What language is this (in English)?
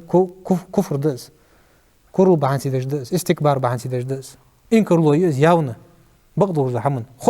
Ingush